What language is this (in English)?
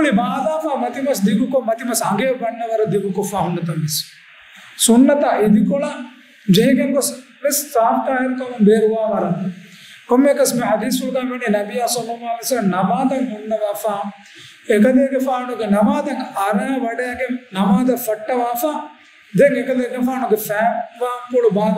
Divehi